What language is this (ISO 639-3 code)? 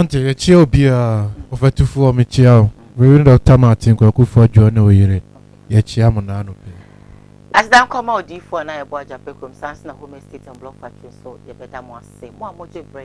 aka